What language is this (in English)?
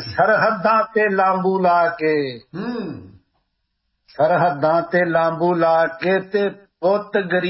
Punjabi